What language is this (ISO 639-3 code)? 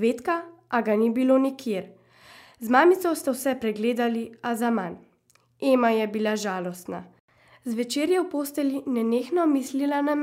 slv